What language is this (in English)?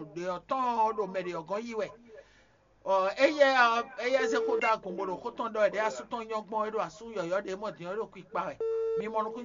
Fon